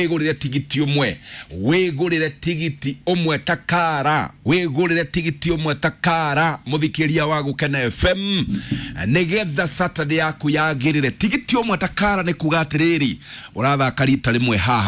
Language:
Kikuyu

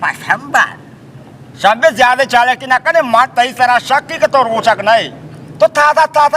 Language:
Baluchi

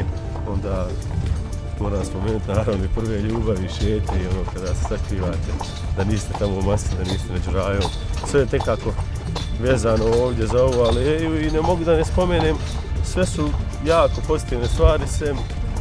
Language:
Bosnian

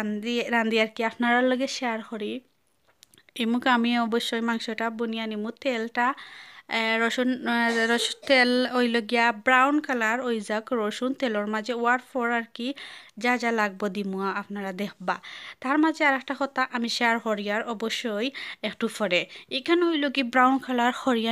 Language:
Sylheti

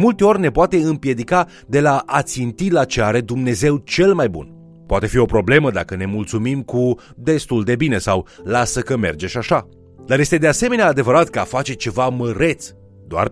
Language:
Romanian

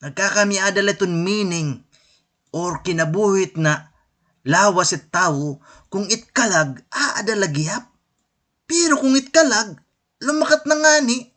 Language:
Waray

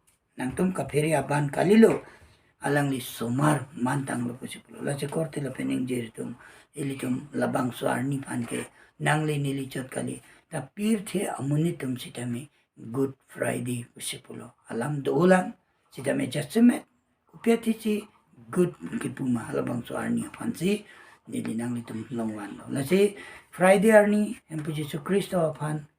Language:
Karbi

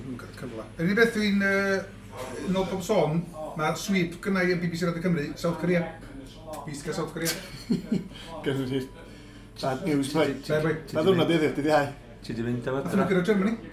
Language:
Welsh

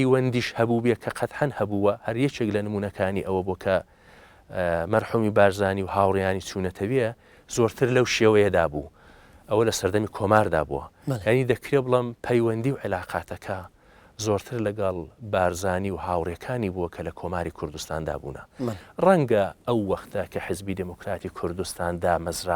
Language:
Central Kurdish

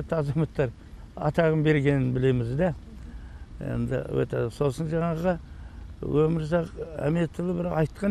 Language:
Kazakh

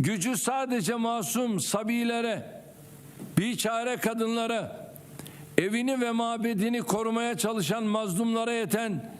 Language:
Crimean Tatar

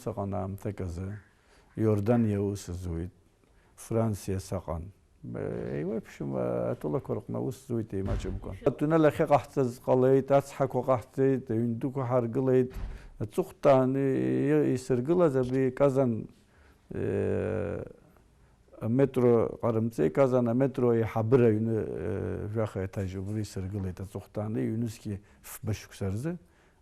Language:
Abkhazian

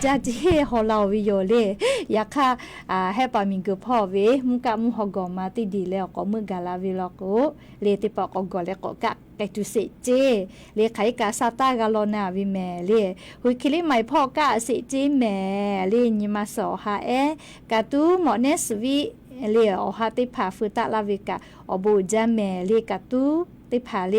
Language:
Lahu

